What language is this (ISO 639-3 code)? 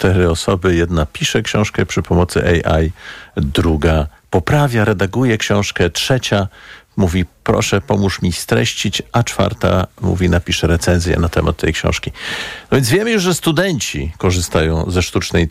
pol